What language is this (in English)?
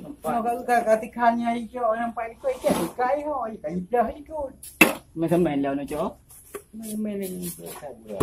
Achinese